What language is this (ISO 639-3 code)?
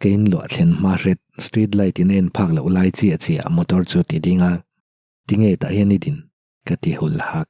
lus